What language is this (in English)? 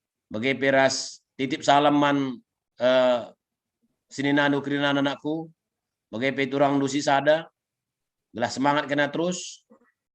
Batak Karo